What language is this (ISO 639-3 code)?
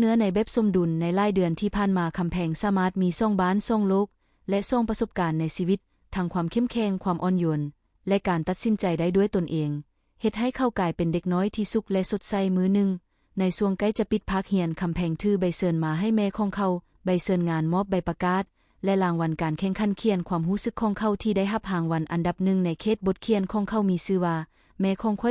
lao